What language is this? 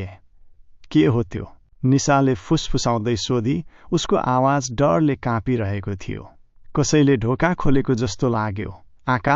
Nepali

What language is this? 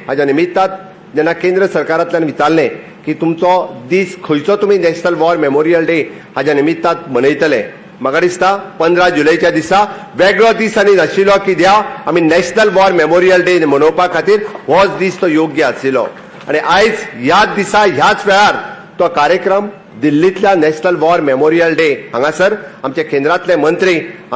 Konkani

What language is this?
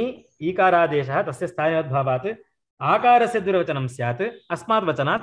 Sanskrit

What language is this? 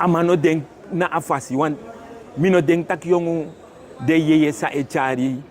Sranan Tongo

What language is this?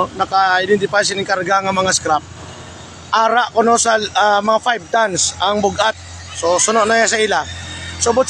Hiligaynon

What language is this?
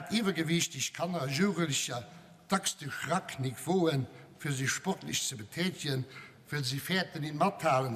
Luxembourgish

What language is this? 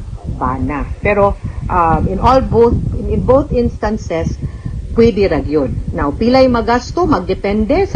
Cebuano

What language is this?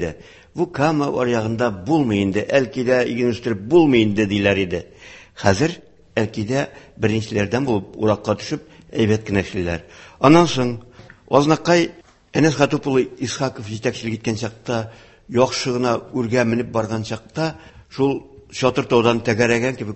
Tatar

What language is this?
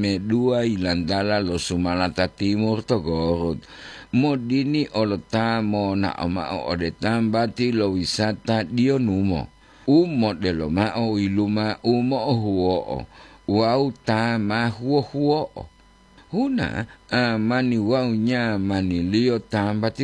Gorontalo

